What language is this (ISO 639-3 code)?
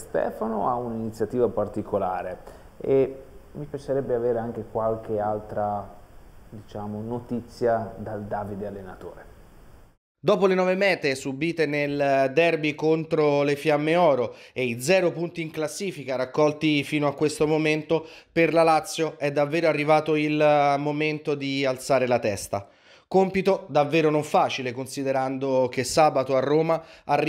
ita